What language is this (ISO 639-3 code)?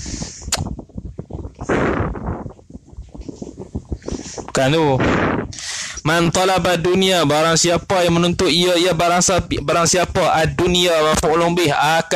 msa